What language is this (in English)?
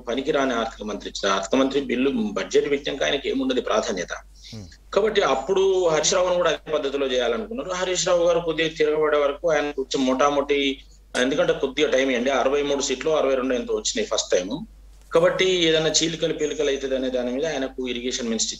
Telugu